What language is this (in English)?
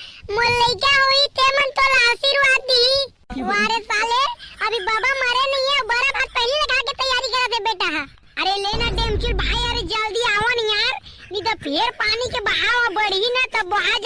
Chhattisgarhi